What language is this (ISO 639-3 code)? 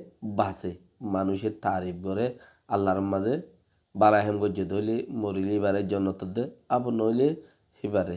rhg